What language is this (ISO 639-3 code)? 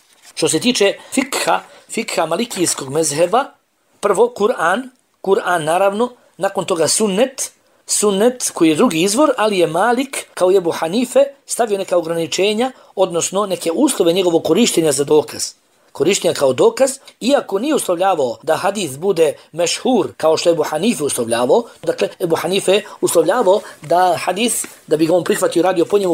bos